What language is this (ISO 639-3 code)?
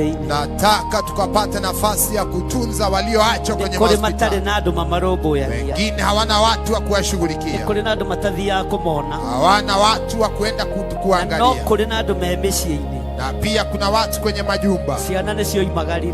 kik